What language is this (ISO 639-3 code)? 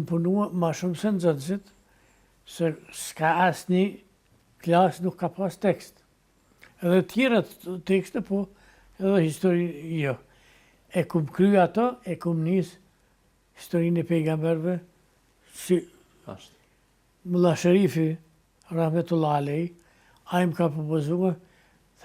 sqi